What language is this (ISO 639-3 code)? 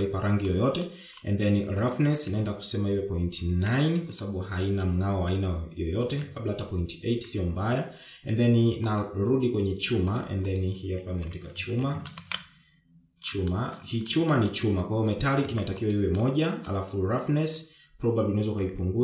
swa